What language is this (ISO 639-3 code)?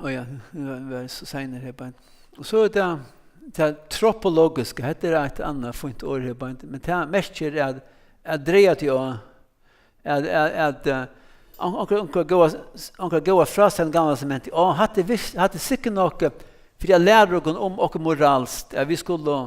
fao